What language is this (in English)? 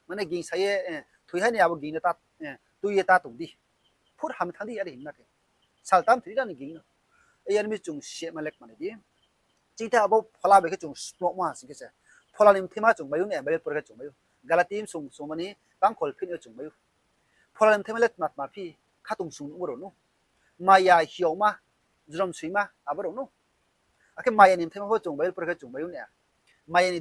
Riang (India)